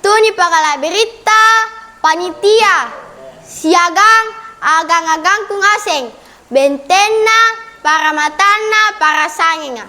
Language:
Makasar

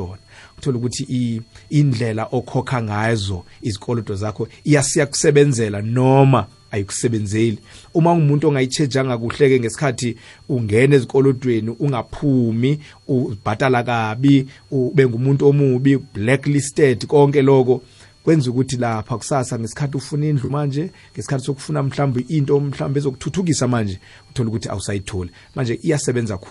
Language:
South Ndebele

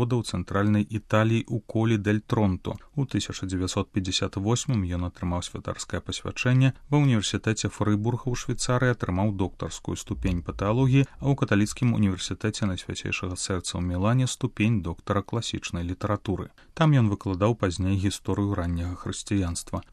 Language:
Belarusian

